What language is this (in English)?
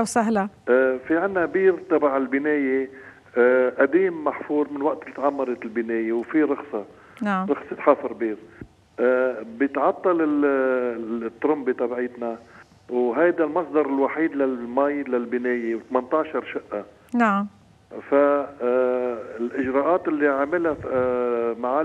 North Levantine Arabic